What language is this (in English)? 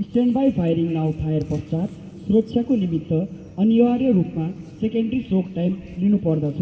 Nepali